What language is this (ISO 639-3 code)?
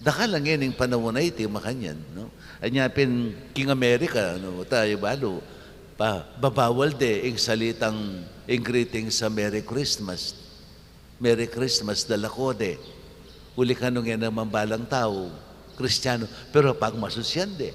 pam